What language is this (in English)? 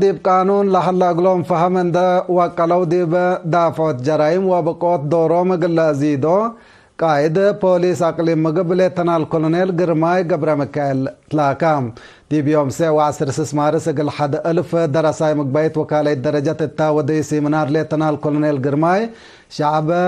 Tigre